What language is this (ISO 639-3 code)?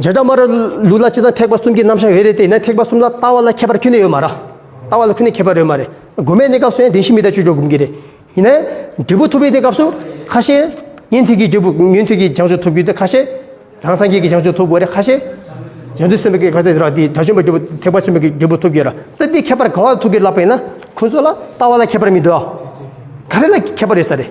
bod